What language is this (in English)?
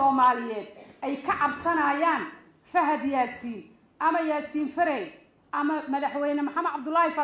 Somali